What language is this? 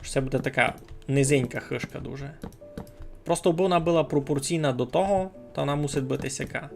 Rusyn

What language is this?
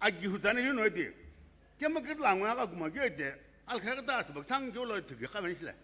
Sumi Naga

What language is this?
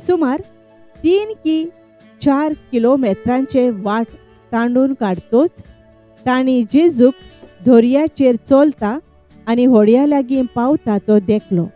Konkani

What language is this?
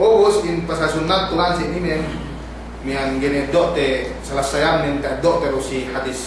Yakan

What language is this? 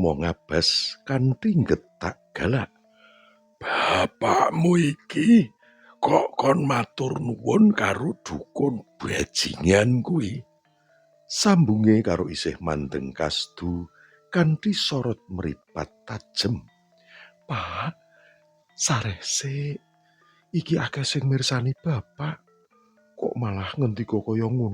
Javanese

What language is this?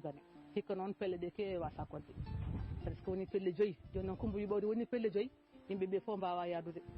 Fula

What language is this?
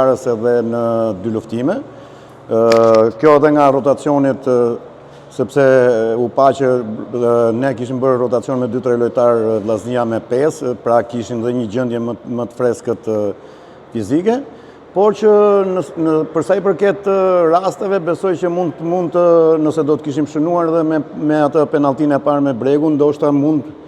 Albanian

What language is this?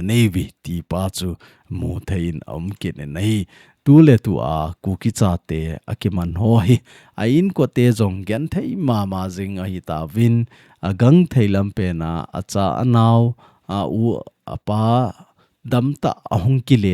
Thado Chin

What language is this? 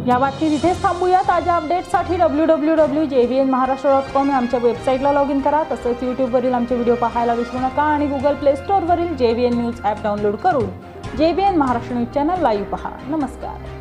Marathi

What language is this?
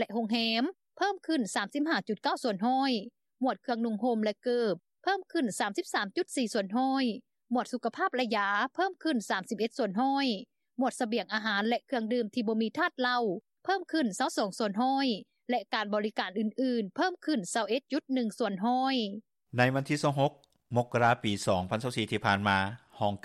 Lao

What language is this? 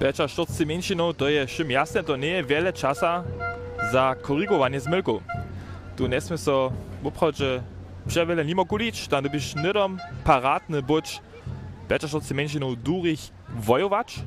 Upper Sorbian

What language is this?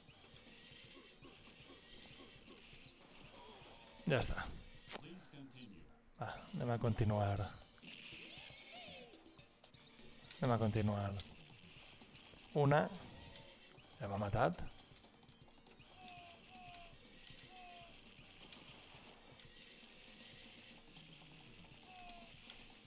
Catalan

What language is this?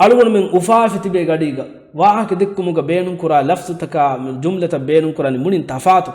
Divehi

